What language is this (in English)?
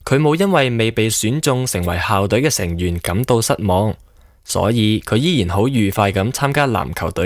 Cantonese